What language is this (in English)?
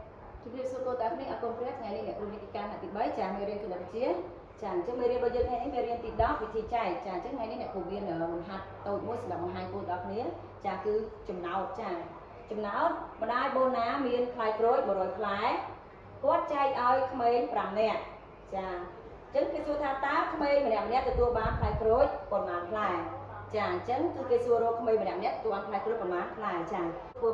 Khmer